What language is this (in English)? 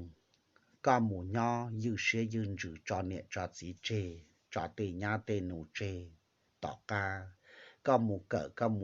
Hmong